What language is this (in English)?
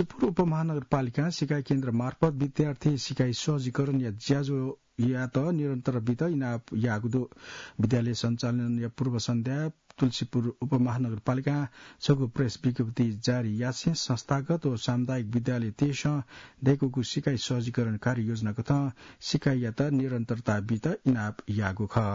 Newari